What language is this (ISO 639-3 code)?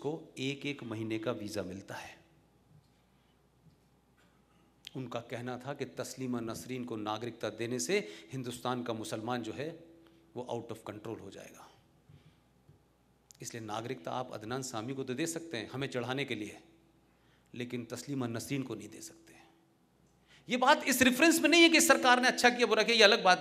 hin